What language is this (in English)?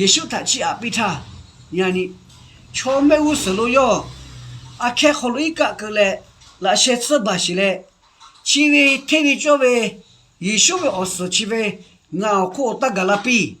Lahu